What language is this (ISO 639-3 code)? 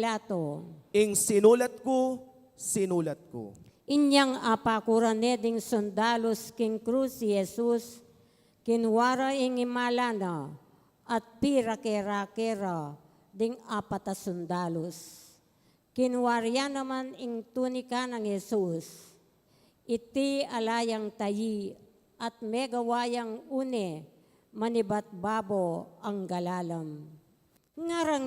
pam